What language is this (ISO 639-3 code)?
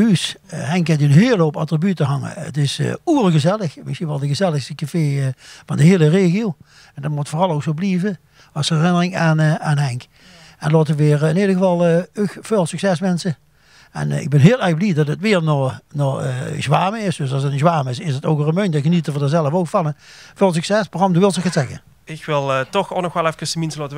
lim